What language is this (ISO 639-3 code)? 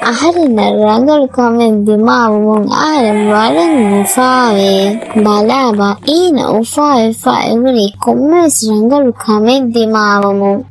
div